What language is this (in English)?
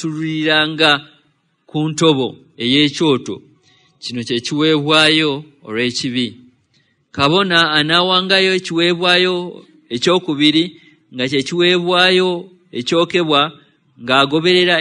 Ganda